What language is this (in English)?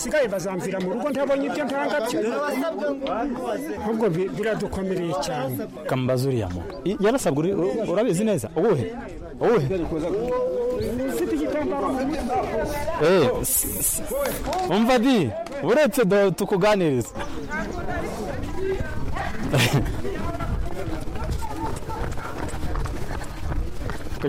Kinyarwanda